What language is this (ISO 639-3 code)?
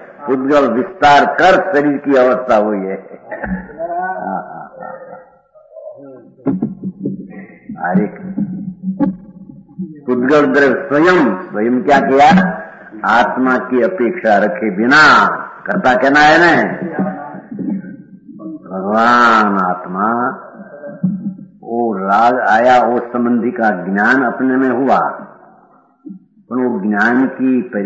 hin